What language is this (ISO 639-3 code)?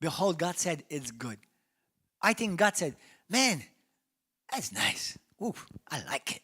eng